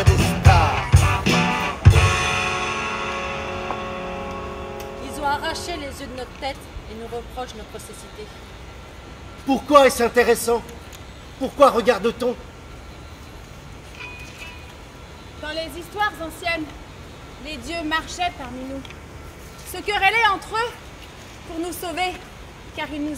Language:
French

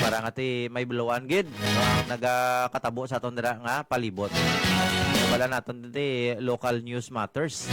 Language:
Hiligaynon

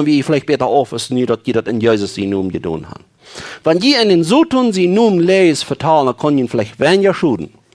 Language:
Plautdietsch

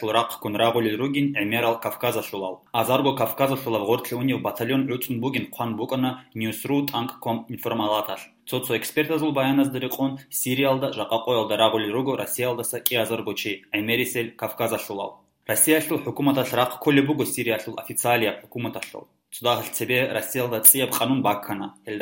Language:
Avaric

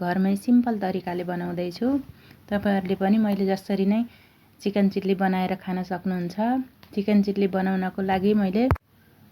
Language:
Nepali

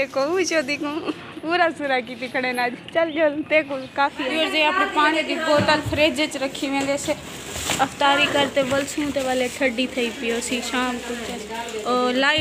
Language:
Saraiki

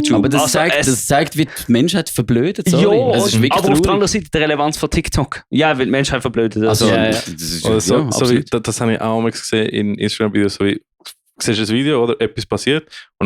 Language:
Swiss German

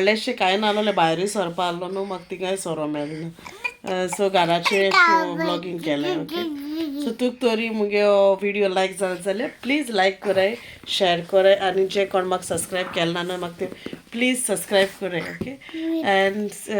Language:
Konkani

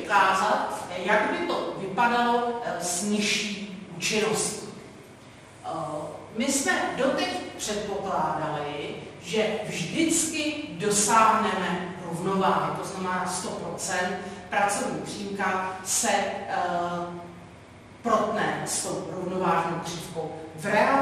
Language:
Czech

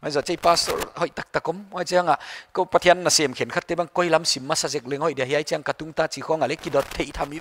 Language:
Paite Chin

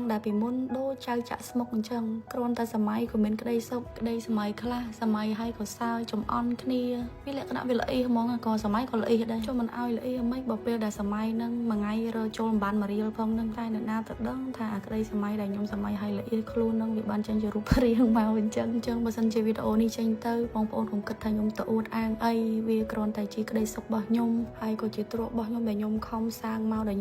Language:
Khmer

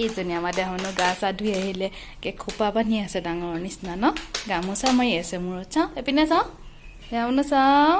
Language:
Assamese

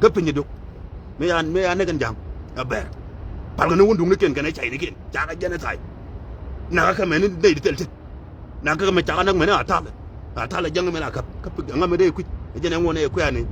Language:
Nuer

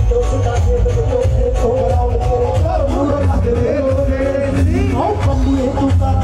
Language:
Punjabi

